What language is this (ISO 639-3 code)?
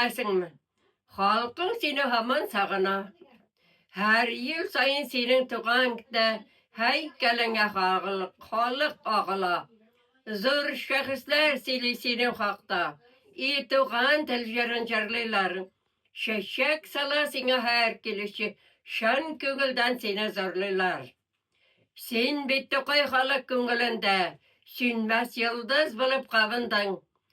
tat